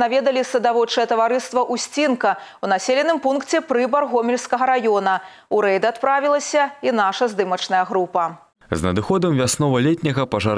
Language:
Belarusian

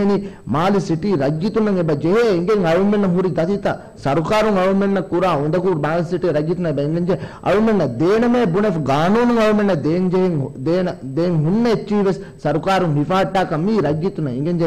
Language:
Divehi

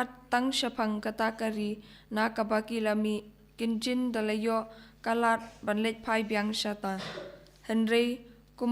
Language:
Khasi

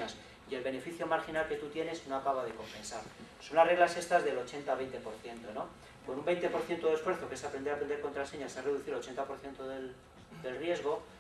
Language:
Spanish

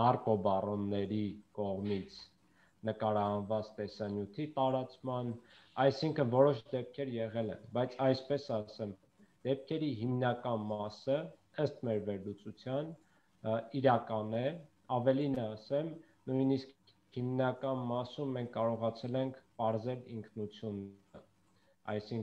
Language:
Armenian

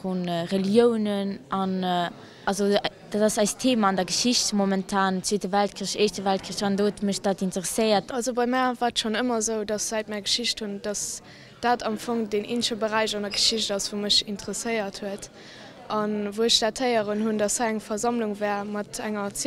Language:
Luxembourgish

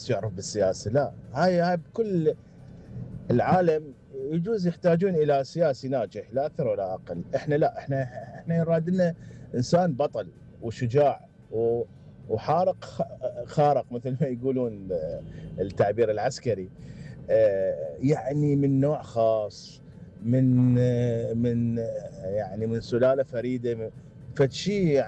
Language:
Mesopotamian Arabic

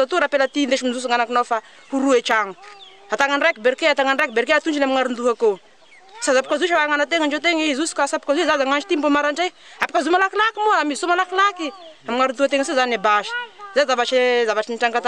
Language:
Malagasy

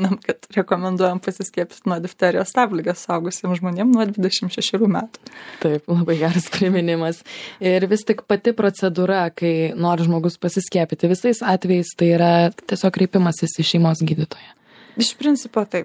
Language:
Lithuanian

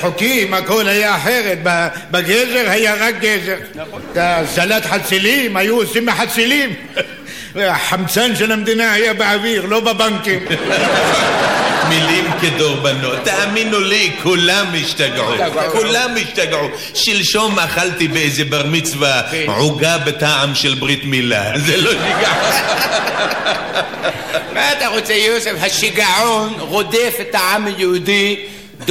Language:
Hebrew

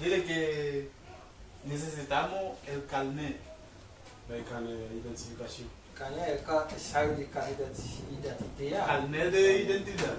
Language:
Haitian Creole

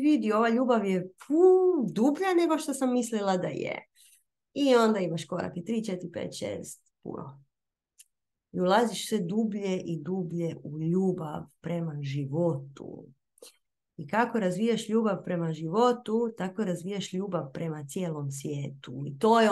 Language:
Croatian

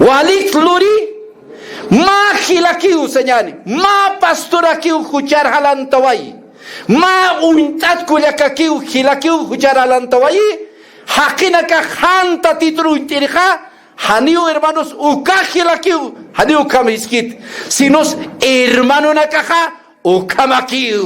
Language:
Aymara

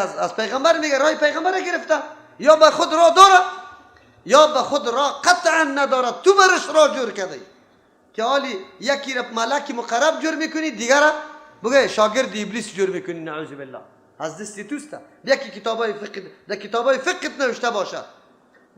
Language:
Persian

